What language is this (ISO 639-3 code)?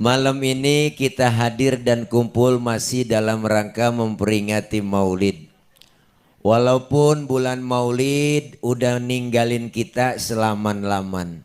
bew